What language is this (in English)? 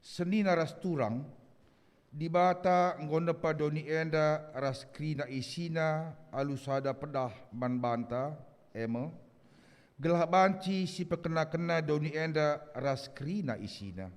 Batak Karo